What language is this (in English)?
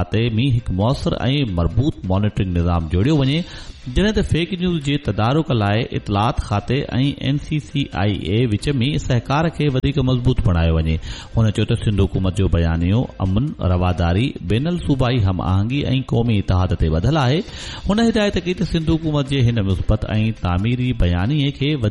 Sindhi